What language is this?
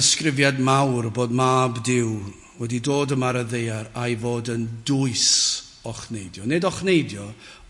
Welsh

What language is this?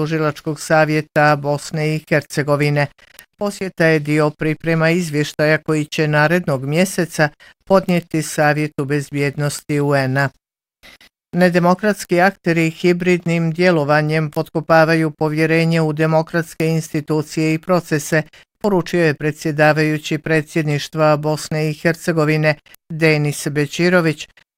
Bosnian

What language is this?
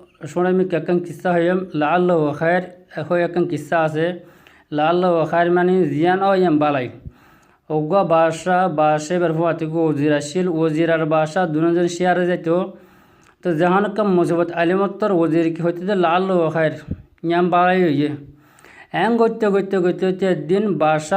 Rohingya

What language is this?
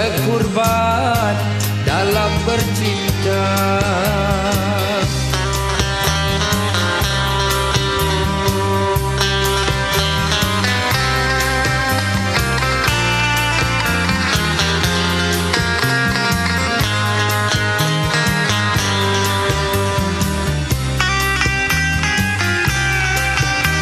Malay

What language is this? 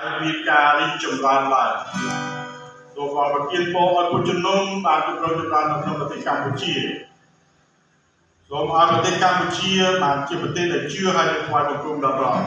Khmer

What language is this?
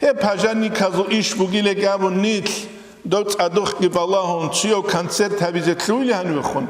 Avaric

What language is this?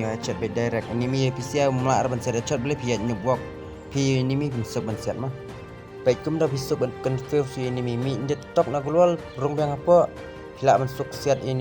Khasi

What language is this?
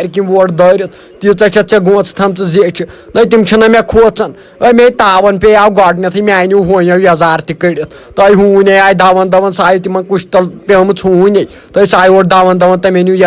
Kashmiri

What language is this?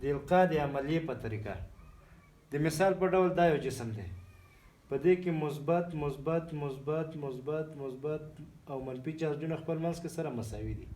Pashto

